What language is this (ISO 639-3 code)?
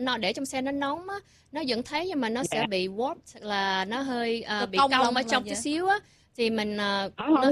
vie